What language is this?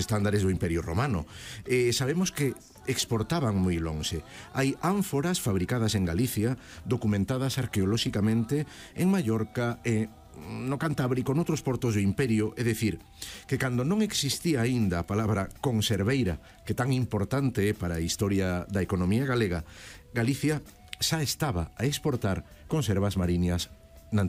Galician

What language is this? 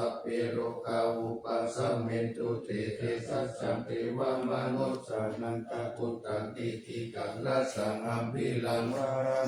Pali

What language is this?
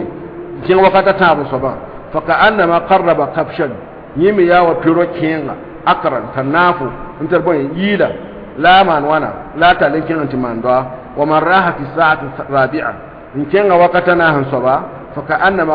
Mossi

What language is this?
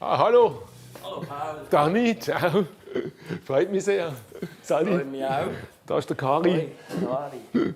Swiss German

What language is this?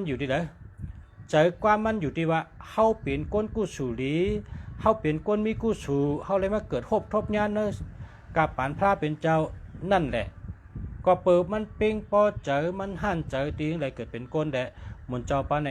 Shan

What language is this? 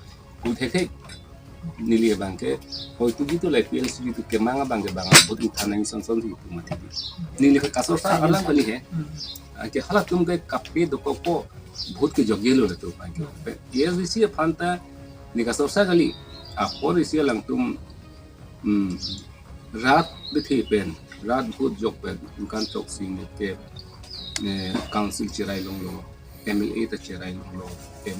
Karbi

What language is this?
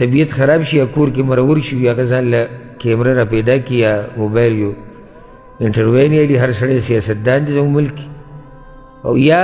Pashto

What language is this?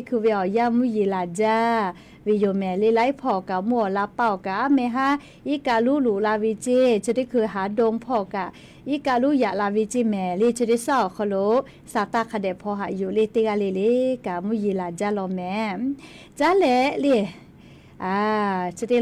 Lahu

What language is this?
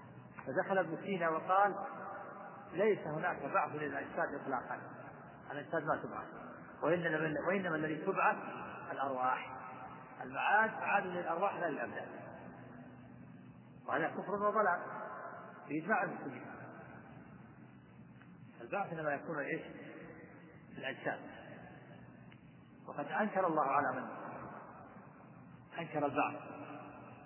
Arabic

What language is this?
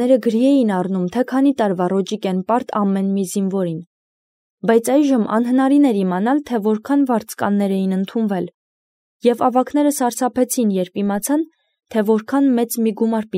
Armenian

